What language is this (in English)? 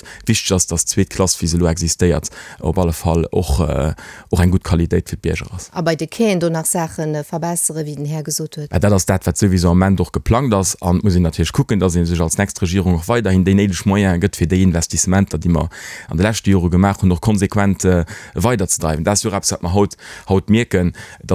Luxembourgish